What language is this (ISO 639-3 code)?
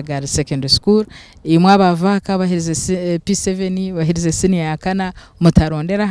nyn